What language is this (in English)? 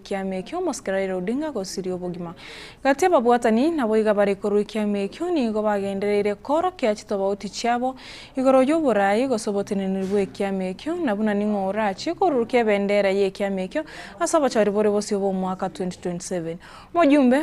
Gusii